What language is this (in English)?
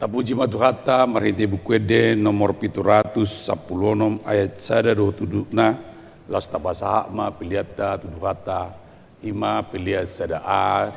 Batak Toba